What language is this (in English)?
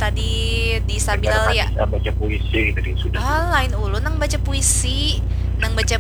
Banjar